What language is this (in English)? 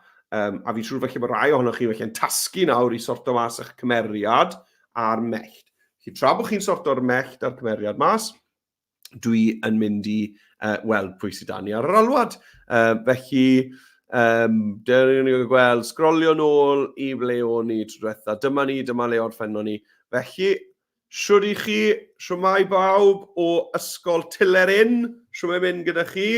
Welsh